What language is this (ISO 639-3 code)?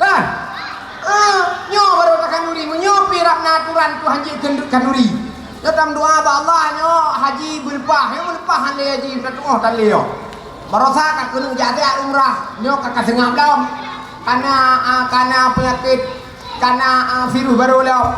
ace